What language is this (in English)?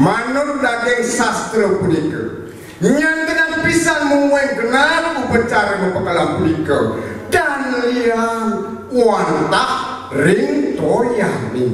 Balinese